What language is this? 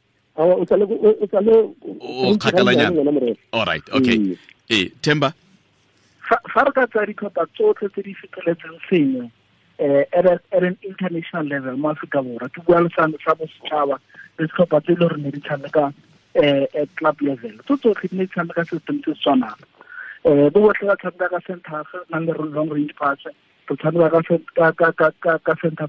Tswana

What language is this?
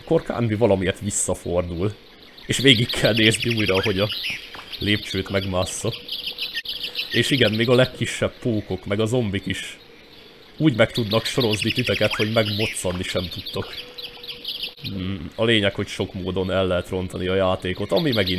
Hungarian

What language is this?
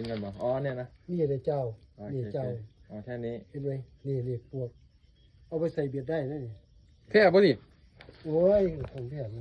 Lao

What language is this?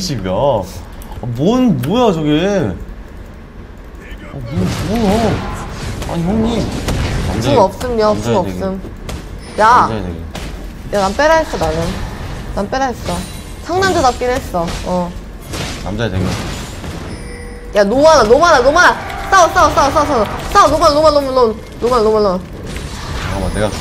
Korean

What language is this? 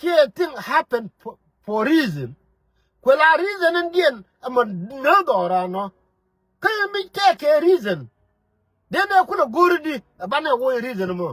Nuer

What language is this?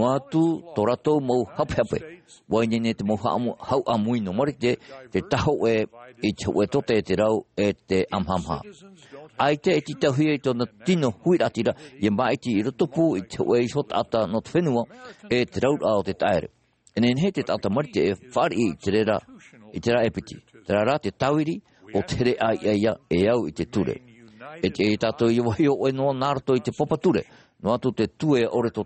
Tahitian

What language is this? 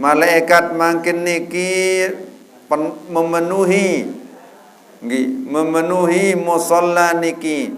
Sasak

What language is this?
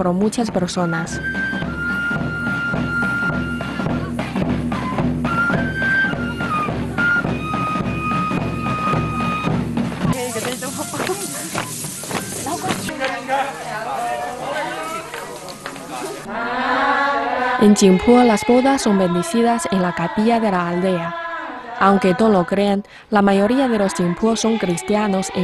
Spanish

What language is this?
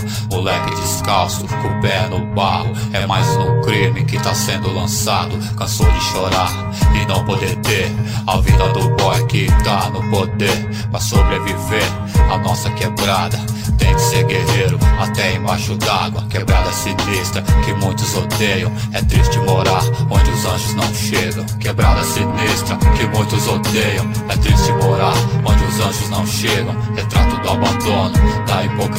Portuguese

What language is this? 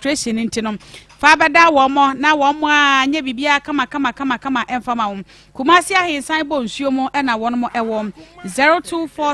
Akan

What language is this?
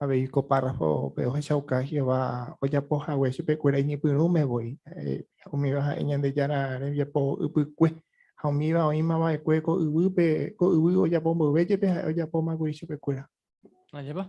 Guarani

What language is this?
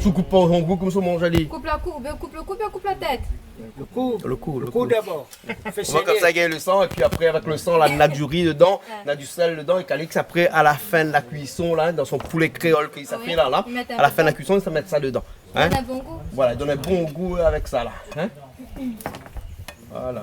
Réunion Creole French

